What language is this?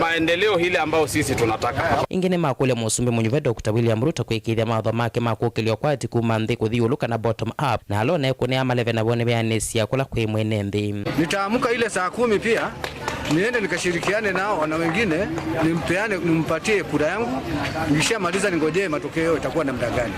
Kamba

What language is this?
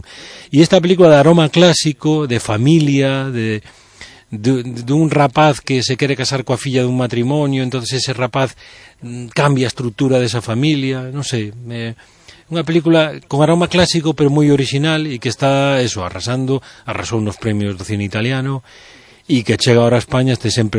Galician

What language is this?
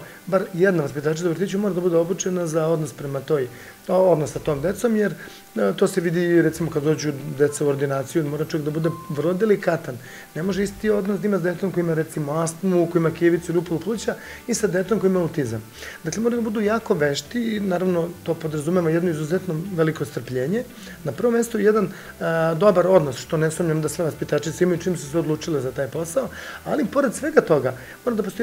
Serbian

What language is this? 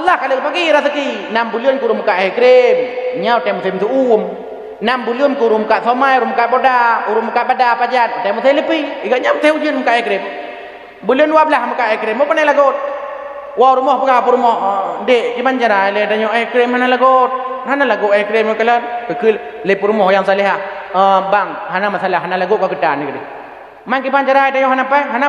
Achinese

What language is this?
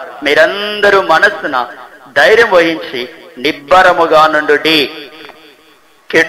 Telugu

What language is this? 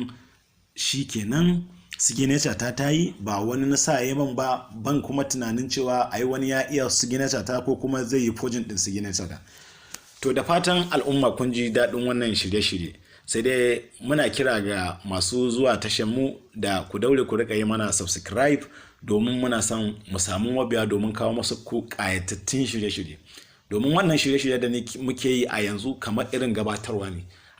Hausa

